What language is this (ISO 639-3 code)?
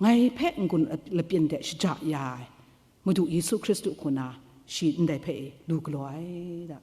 kac